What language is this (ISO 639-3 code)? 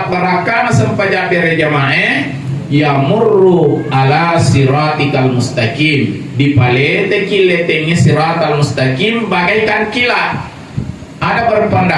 bug